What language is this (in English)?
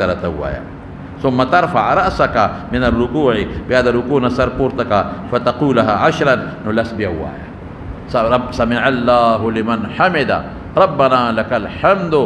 Pashto